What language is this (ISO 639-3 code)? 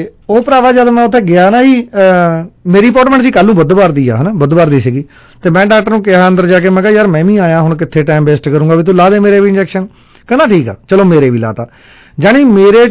pan